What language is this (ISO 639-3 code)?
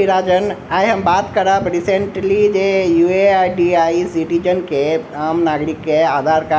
mai